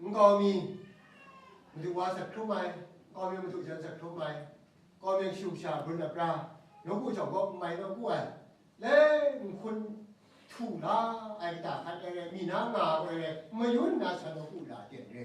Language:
Kachin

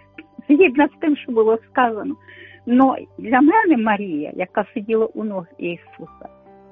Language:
Ukrainian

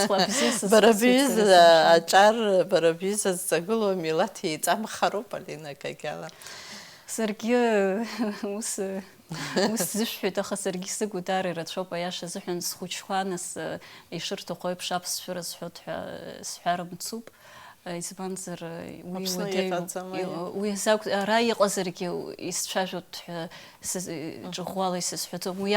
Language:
Abkhazian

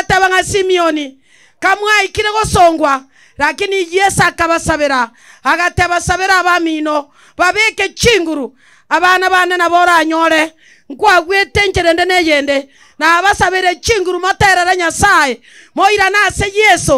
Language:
Gusii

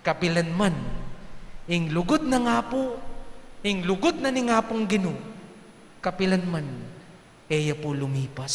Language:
Pampanga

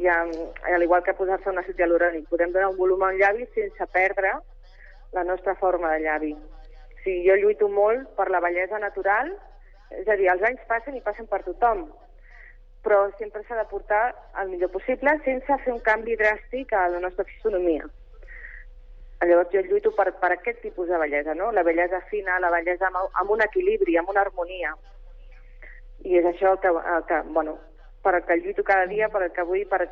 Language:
Catalan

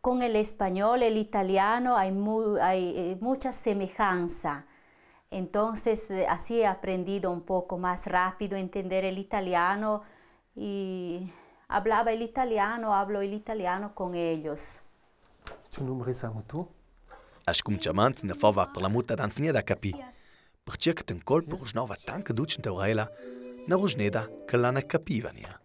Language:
Ladin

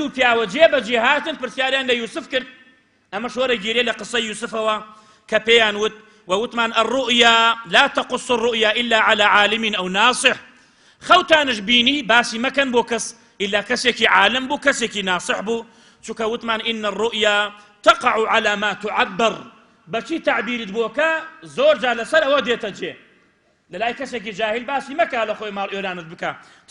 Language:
Central Kurdish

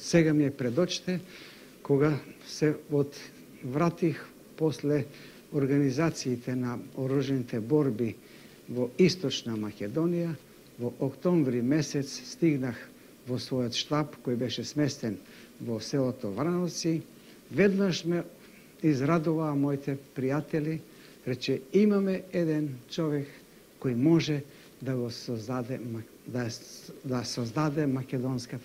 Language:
Macedonian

